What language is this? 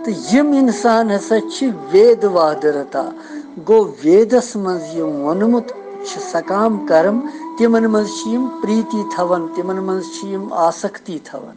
Kashmiri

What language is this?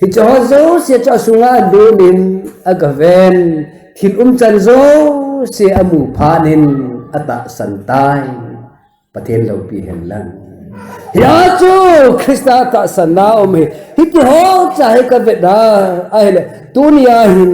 Thado Chin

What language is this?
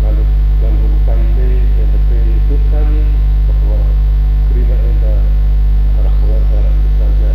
Batak Karo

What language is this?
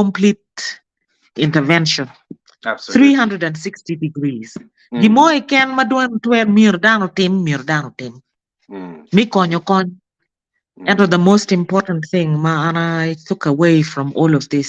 Acoli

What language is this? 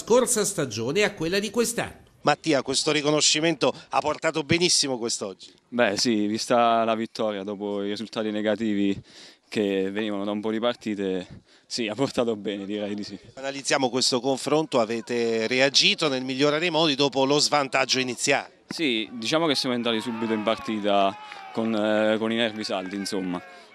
Italian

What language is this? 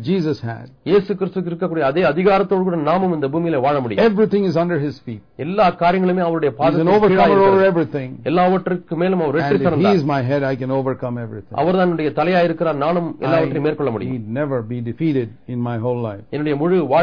Tamil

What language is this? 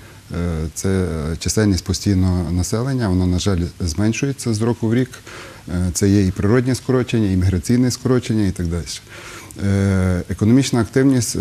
Ukrainian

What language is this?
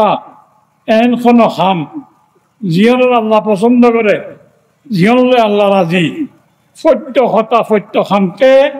Rohingya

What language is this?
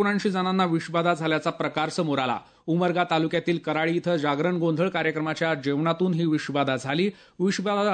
Marathi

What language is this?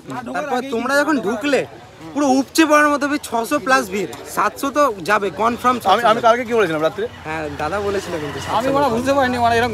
Bangla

